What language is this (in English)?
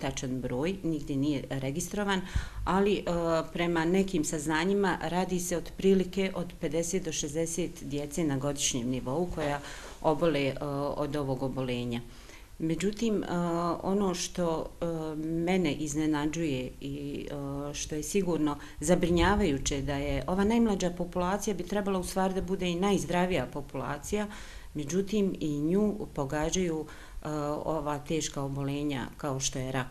Bosnian